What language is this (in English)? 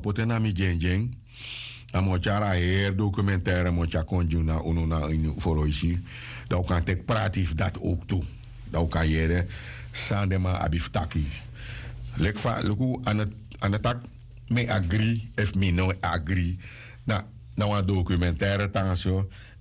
Sranan Tongo